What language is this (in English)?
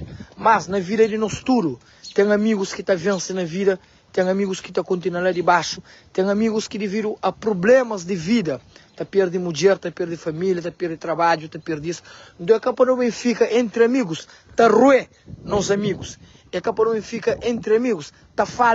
Kabuverdianu